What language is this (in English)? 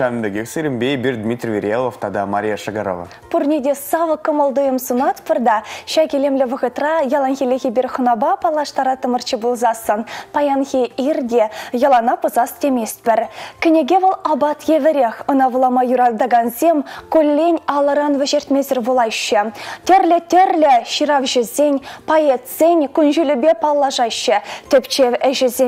Chuvash